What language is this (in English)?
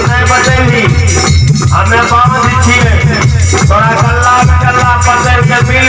Maithili